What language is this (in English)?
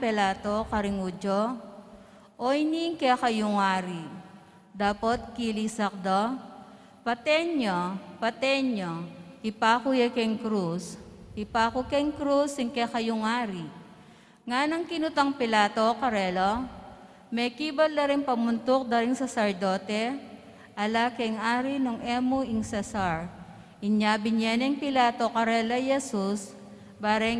Pampanga